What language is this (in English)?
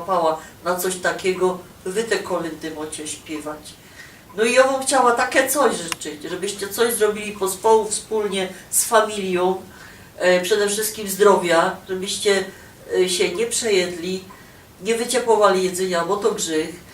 Silesian